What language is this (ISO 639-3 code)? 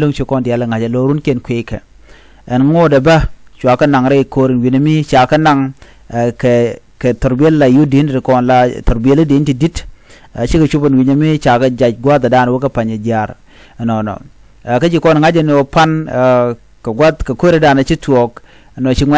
nus